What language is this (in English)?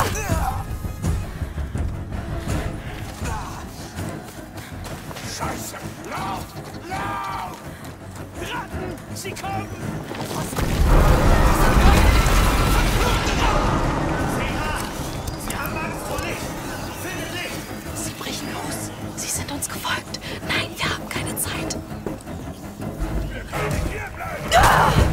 German